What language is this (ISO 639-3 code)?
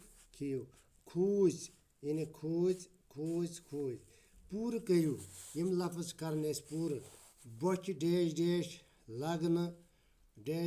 kas